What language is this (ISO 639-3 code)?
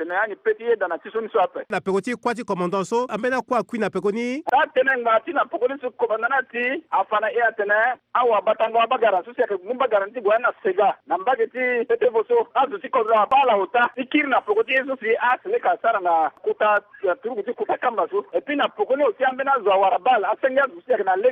sag